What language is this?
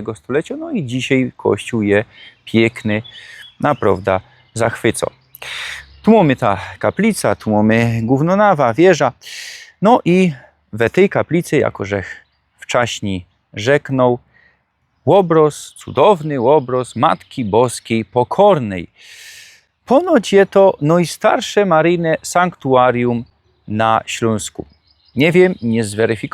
Silesian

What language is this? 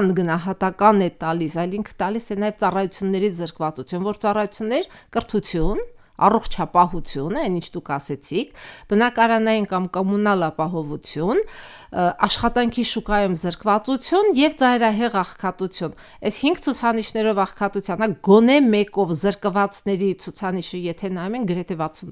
Armenian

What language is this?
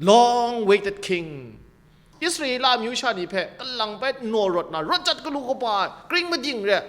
Kachin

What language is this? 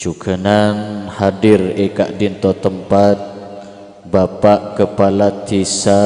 Madurese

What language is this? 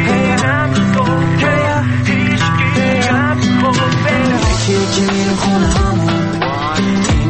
Persian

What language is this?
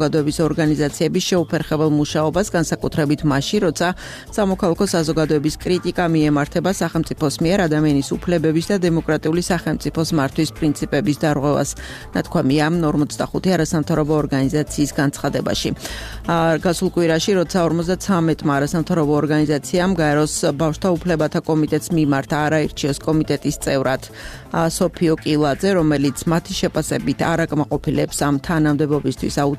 Georgian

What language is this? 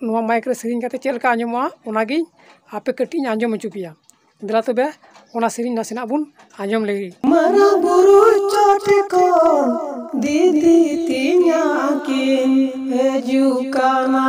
Santali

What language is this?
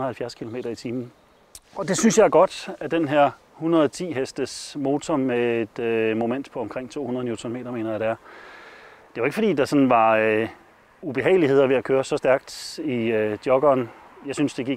Danish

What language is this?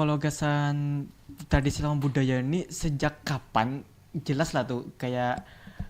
Banjar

